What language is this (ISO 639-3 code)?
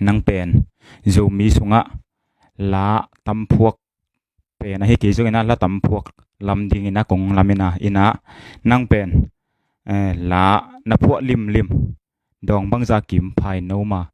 ctd